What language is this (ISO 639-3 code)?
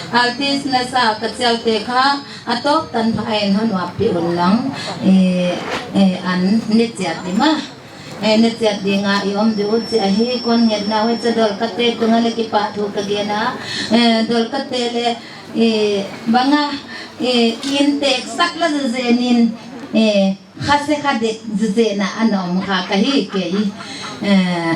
pck